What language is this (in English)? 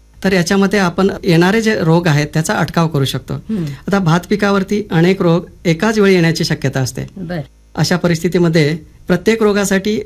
Marathi